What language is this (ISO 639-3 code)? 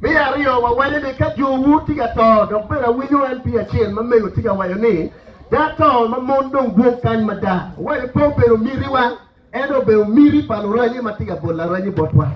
ach